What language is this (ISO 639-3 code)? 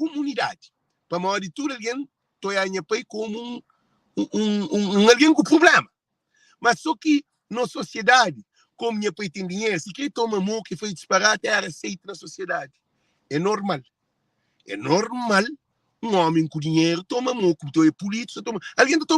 kea